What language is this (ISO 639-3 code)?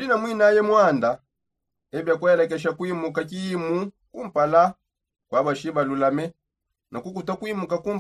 sop